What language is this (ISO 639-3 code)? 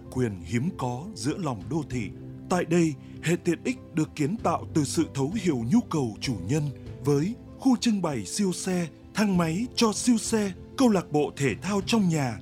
vie